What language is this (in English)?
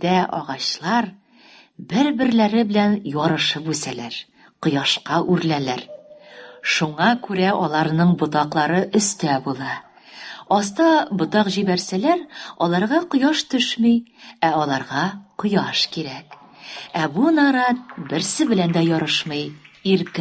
Tatar